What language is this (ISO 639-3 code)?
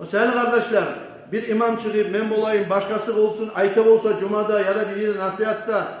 kum